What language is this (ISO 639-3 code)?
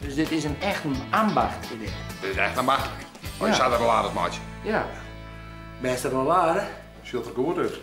fry